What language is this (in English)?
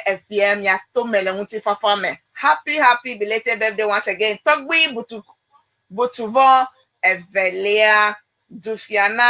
Ewe